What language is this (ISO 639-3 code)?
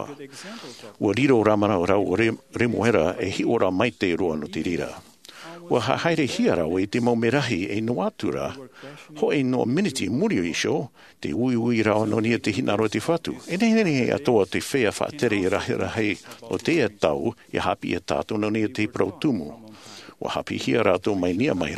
tah